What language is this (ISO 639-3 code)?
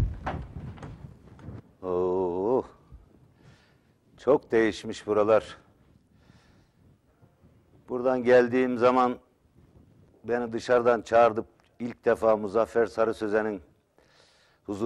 tur